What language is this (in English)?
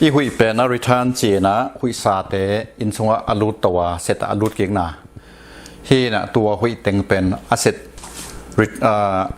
Tedim Chin